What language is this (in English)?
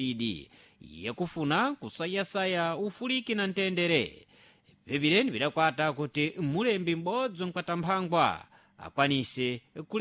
Sena